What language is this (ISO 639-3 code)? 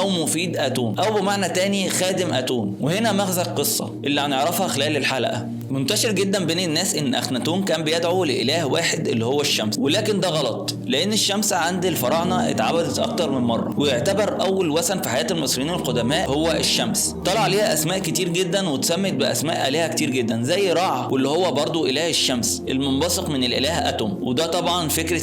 arz